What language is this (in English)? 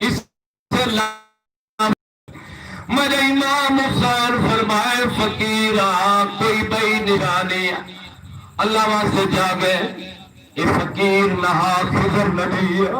Saraiki